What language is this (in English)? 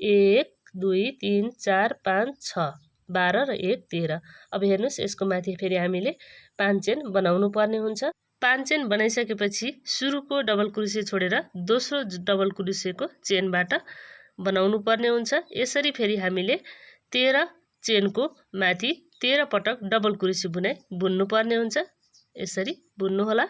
Nepali